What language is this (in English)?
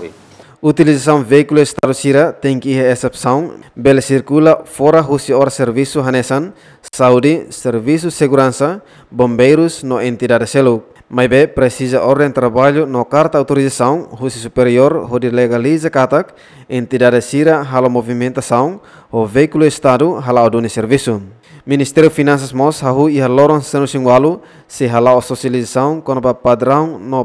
Tetum